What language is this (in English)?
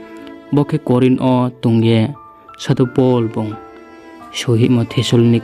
Riang (India)